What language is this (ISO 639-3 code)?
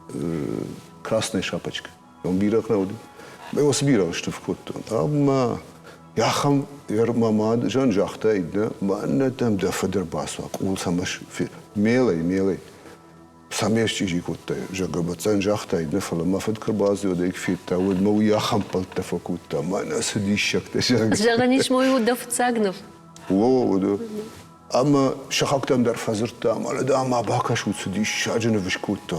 oss